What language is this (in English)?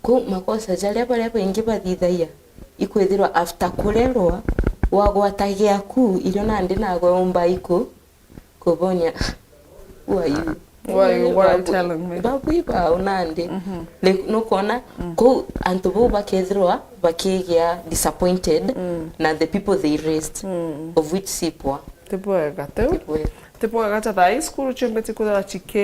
Meru